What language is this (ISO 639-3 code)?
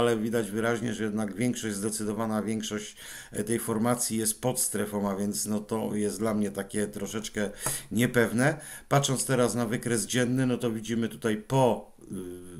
pol